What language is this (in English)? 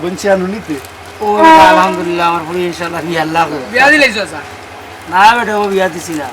Sylheti